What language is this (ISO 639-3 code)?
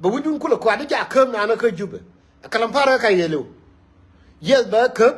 nus